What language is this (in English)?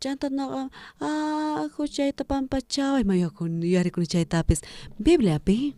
South Bolivian Quechua